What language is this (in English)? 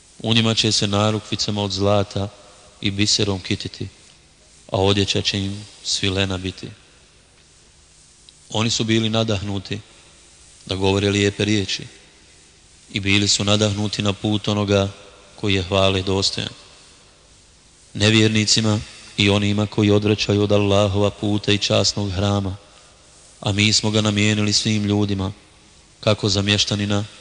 Bosnian